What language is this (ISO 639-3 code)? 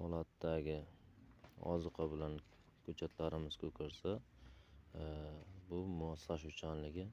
uzb